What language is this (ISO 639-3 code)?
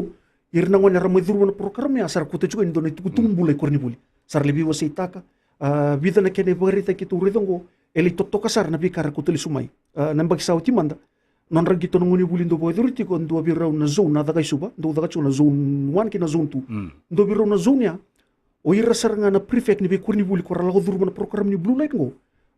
fij